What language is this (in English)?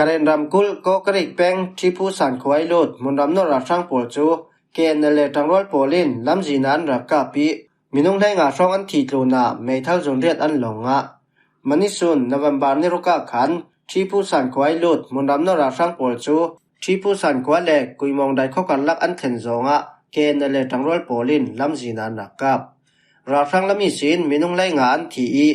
Falam Chin